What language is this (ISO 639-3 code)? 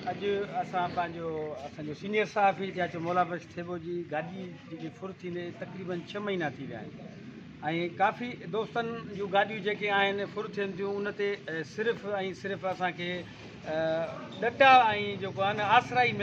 snd